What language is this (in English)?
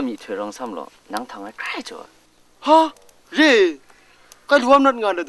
Kachin